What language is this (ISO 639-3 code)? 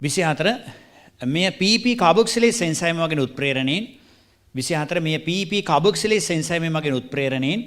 sin